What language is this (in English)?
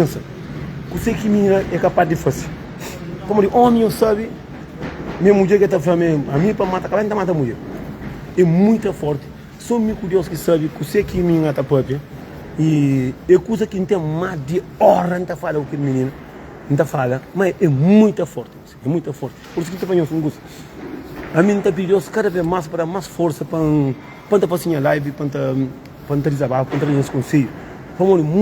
Kabuverdianu